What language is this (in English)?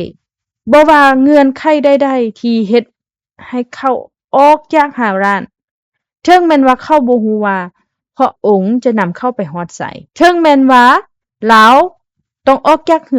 Lao